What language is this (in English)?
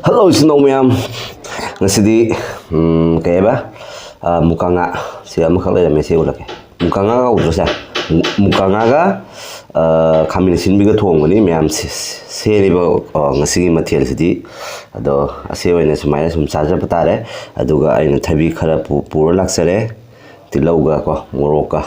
Manipuri